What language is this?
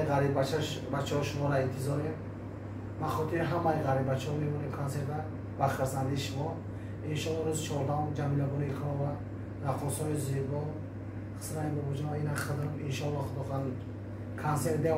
Tajik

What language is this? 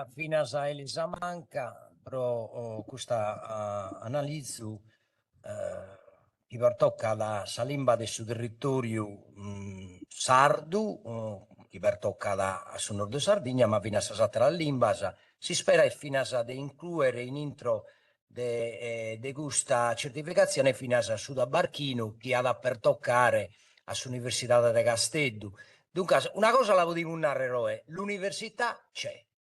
Sardinian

